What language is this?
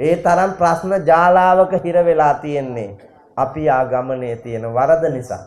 Sinhala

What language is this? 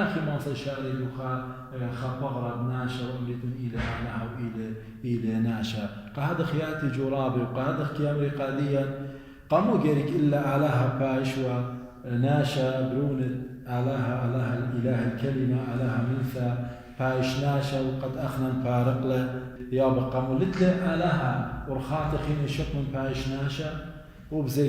Assyrian Neo-Aramaic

